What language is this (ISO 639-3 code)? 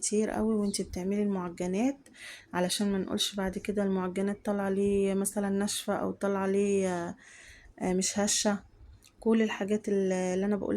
arz